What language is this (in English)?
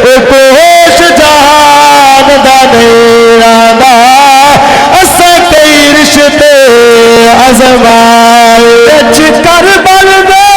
Saraiki